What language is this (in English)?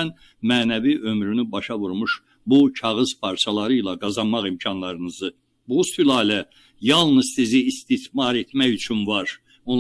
Azerbaijani